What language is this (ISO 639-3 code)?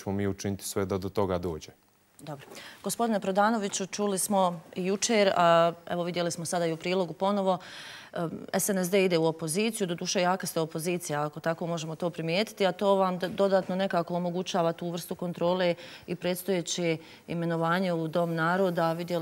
bos